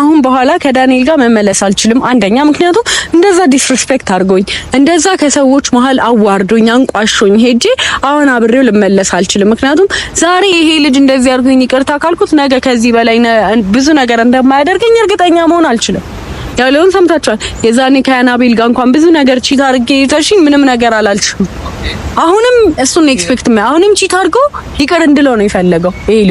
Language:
Amharic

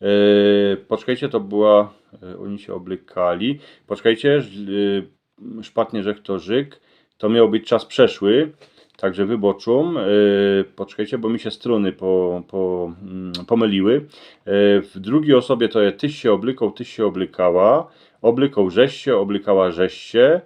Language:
Silesian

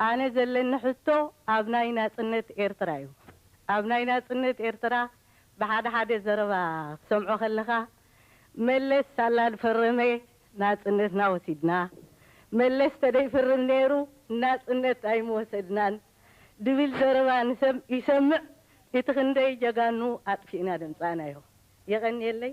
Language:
Tigrinya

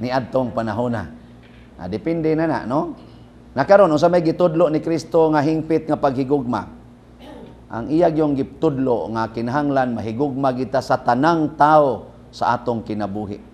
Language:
Cebuano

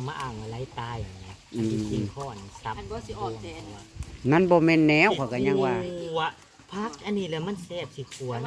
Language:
Northeastern Thai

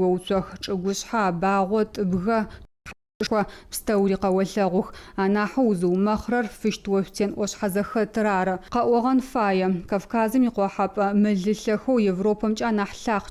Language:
Adyghe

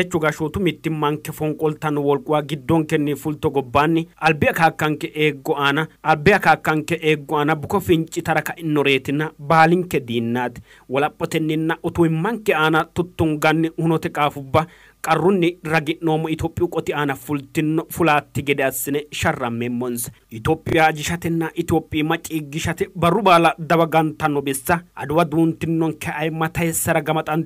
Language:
Sidamo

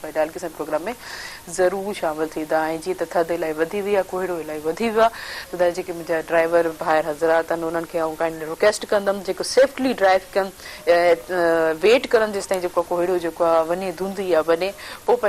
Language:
Sindhi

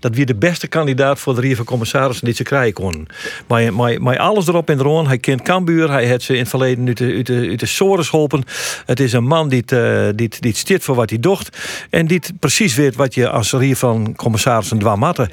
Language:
Western Frisian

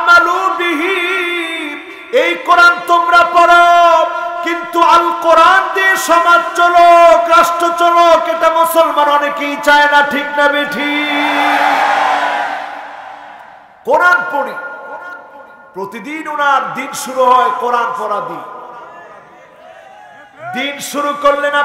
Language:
Bangla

